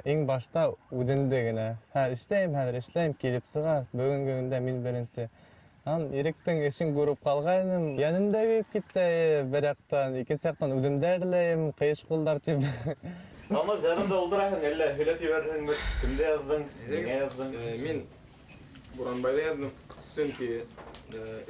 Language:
Bashkir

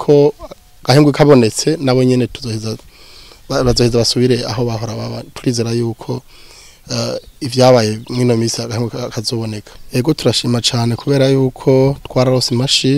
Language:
Rundi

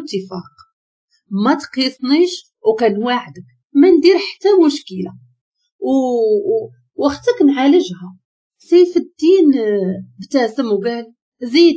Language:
Moroccan Arabic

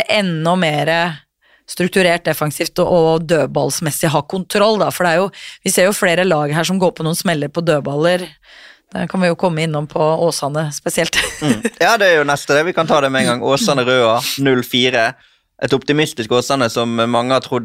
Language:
Norwegian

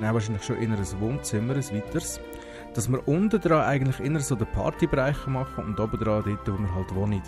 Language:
Swiss German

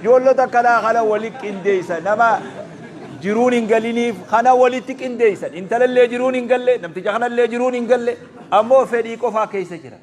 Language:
Oromo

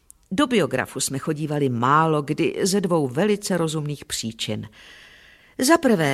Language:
Czech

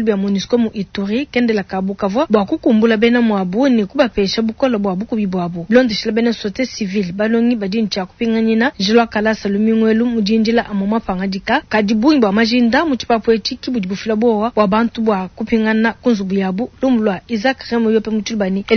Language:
Luba-Lulua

